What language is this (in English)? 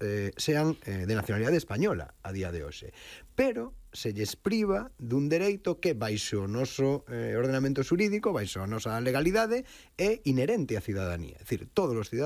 Galician